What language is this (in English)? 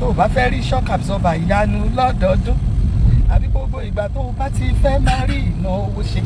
Yoruba